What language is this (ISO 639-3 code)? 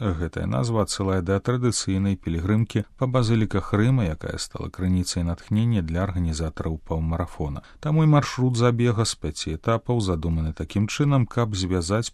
bel